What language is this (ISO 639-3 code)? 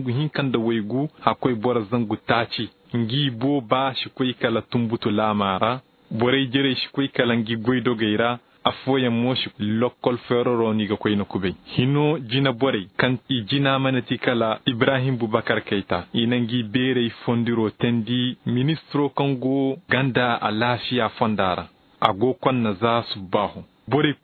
dje